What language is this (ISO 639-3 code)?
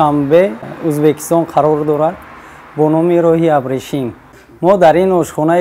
tgk